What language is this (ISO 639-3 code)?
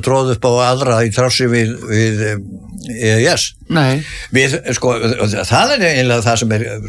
isl